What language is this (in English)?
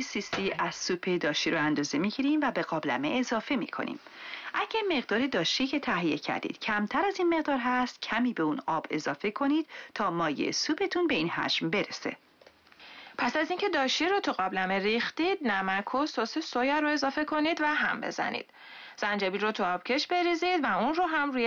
Persian